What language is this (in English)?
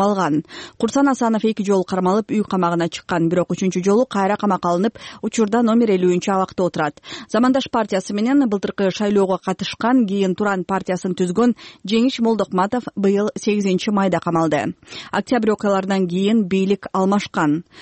Kyrgyz